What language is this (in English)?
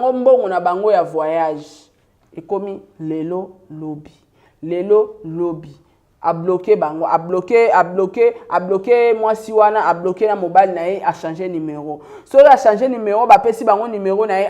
Lingala